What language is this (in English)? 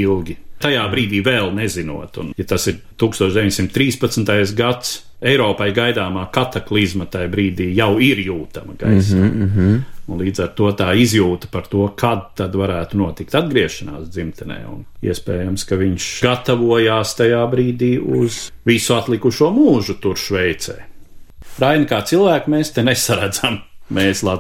Latvian